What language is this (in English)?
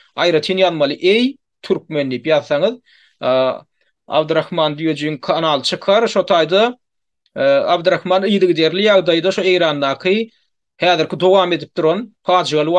Turkmen